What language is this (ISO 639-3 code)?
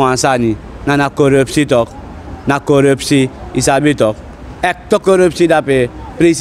srn